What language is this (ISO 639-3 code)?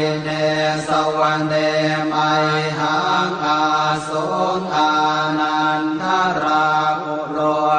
pli